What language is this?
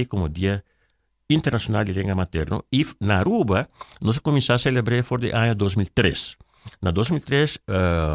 Papiamento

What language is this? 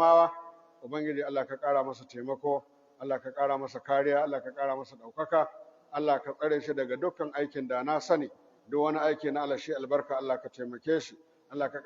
Hausa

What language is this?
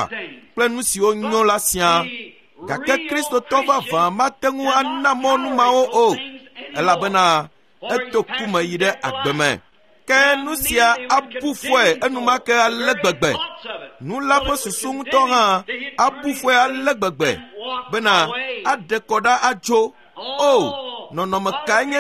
Ewe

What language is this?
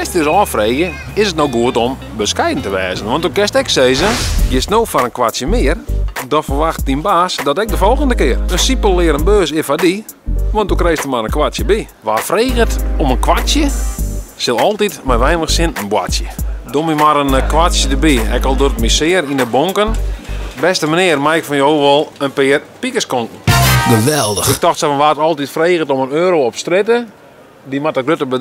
Western Frisian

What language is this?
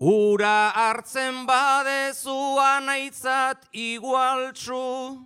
Basque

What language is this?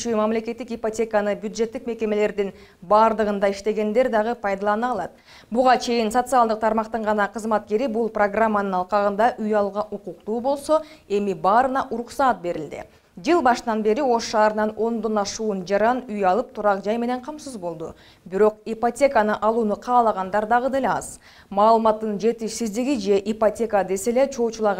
Kyrgyz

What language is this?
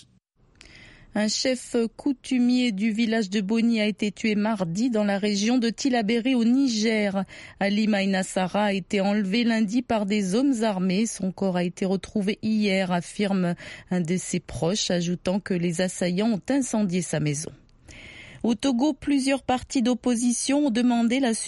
French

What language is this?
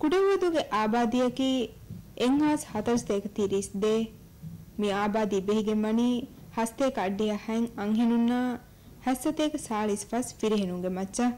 Divehi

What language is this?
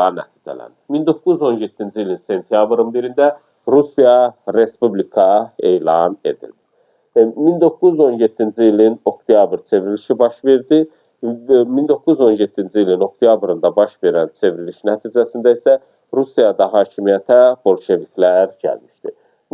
Azerbaijani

